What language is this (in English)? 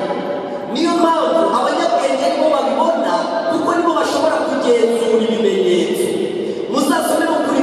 Kinyarwanda